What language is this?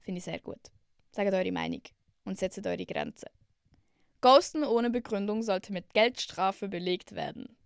Swiss German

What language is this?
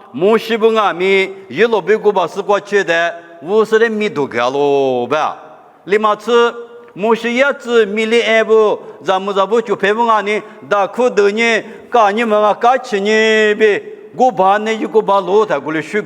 Lisu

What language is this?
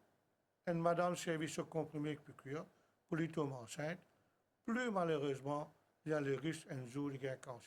Morisyen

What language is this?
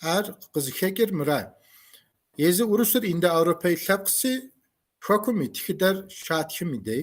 Kabardian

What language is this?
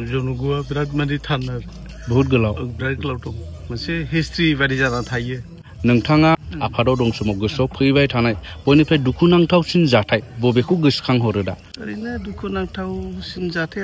Bodo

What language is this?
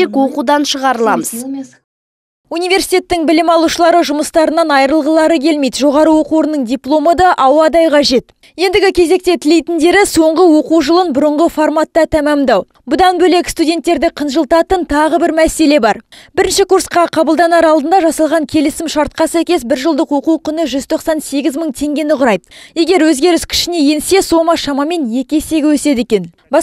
Kazakh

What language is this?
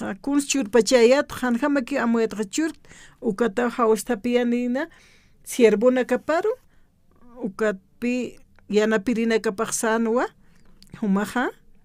Aymara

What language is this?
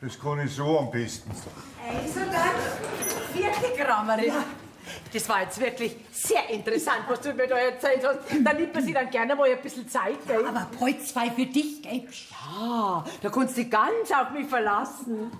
Bavarian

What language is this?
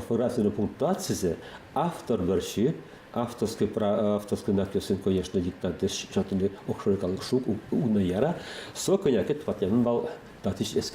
Udmurt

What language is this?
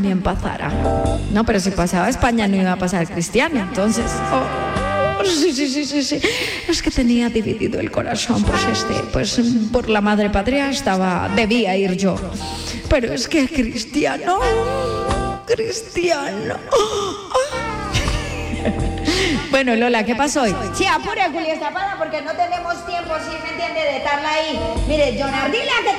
Spanish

